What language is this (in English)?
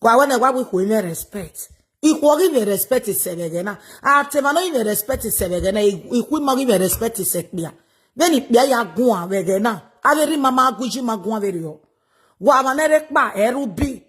Nigerian Pidgin